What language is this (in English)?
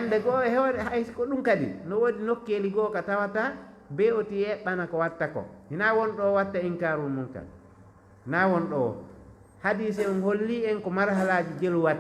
Fula